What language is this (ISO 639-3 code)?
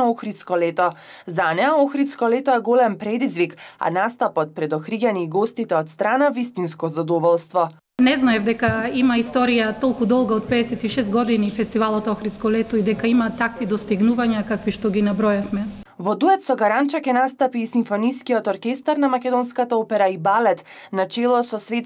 mkd